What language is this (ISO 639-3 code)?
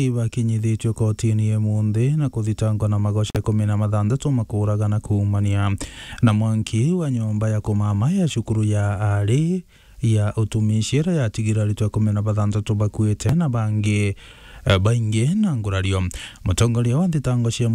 mer